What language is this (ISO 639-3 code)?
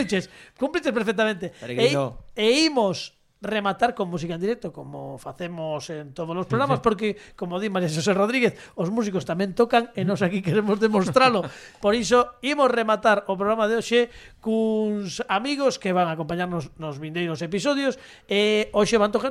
glg